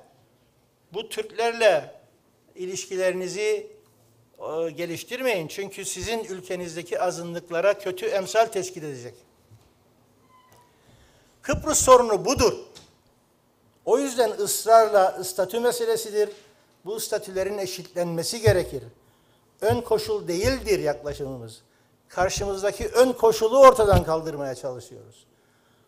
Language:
Turkish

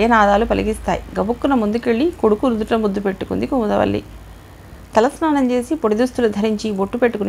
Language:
Telugu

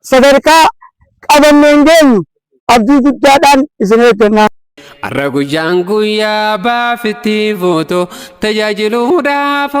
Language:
Oromo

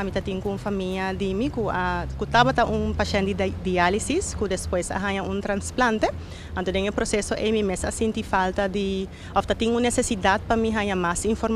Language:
Papiamento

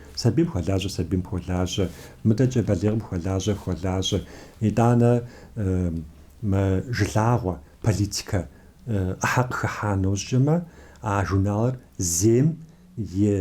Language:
Kabardian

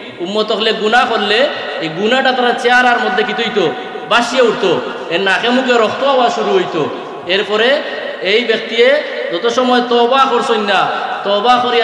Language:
Sylheti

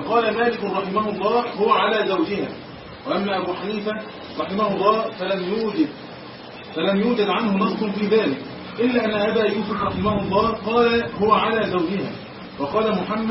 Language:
Arabic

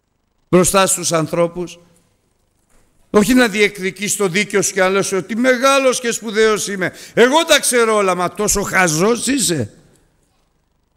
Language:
Greek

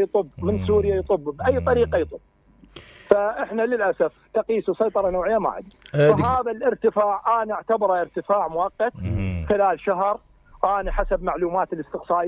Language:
Mesopotamian Arabic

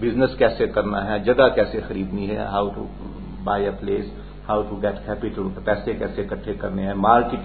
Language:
Urdu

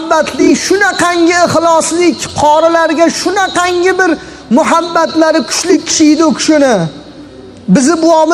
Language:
Uzbek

